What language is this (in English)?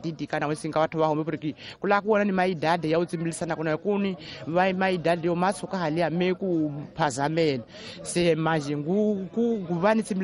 Tsonga